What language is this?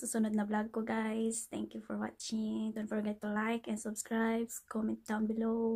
Filipino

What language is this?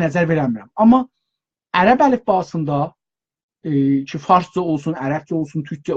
South Azerbaijani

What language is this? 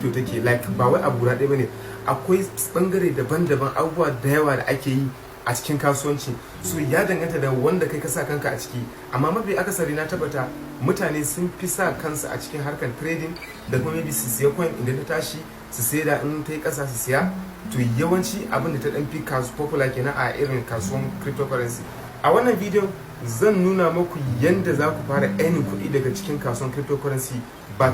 Hausa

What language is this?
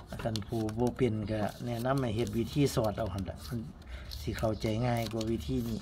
Northeastern Thai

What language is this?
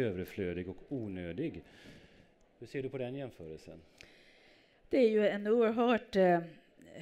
Swedish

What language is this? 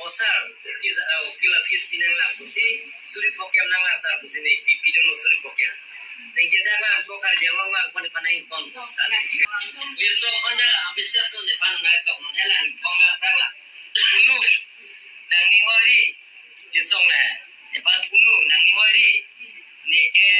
Karbi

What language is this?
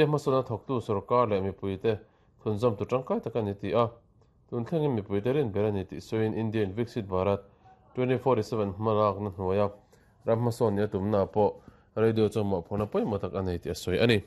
Mizo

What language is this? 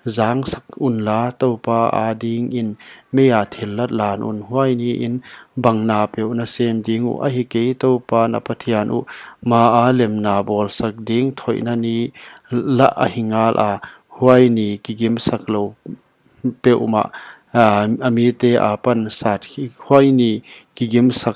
Paite Chin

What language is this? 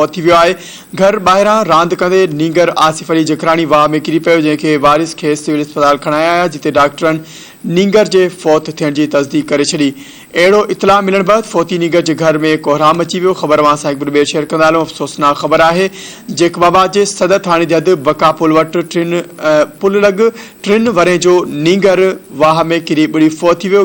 Sindhi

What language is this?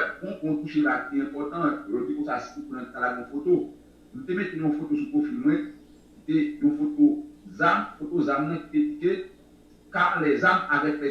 Haitian Creole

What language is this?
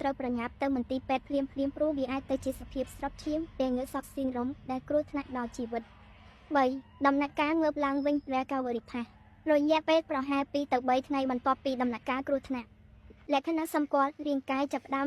Khmer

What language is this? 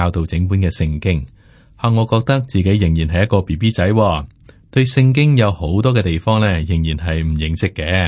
Cantonese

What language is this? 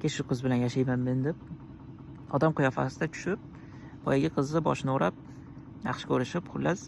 Uzbek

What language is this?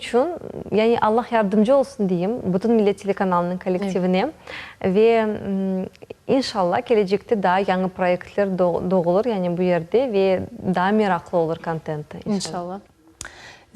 Crimean Tatar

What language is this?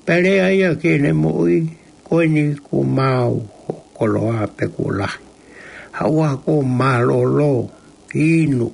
Tongan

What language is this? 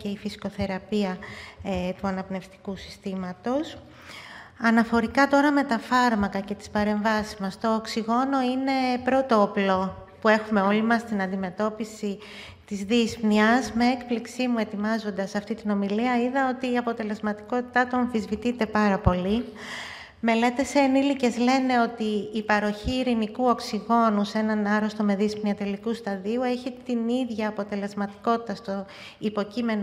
Greek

